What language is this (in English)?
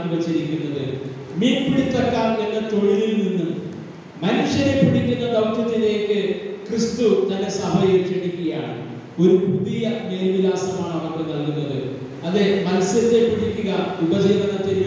Malayalam